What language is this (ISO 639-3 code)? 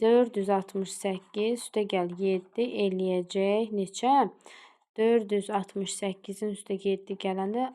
aze